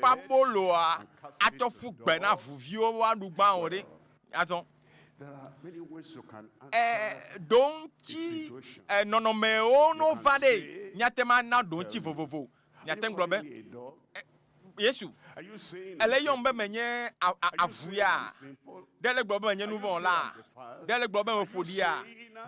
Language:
Ewe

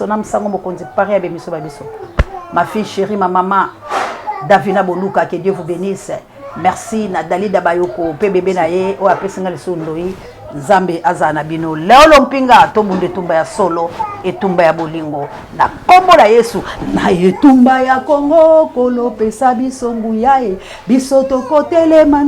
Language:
Lingala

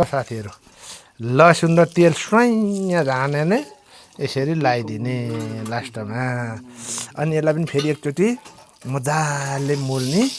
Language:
Nepali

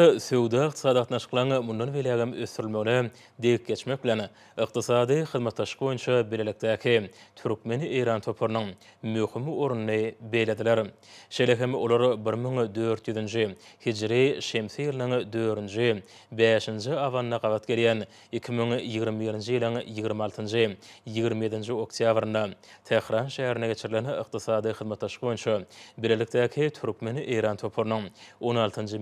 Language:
Turkmen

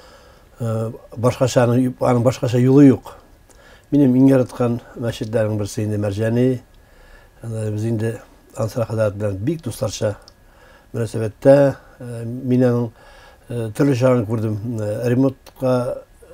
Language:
Tatar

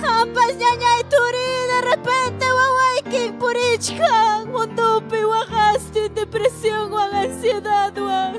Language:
Ayacucho Quechua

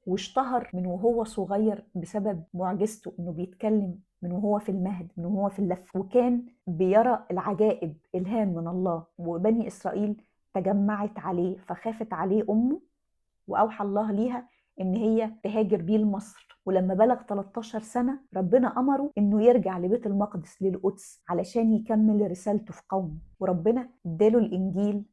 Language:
Egyptian Arabic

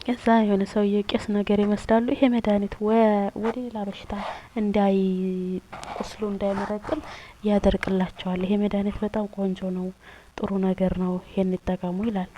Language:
Amharic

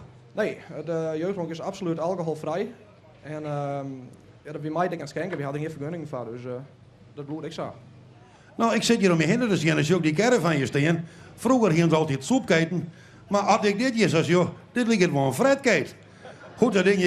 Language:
Western Frisian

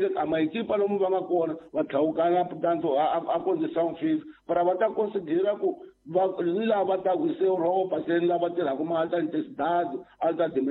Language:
Tsonga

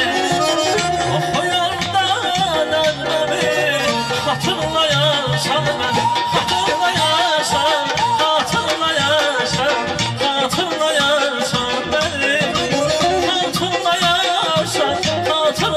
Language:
Azerbaijani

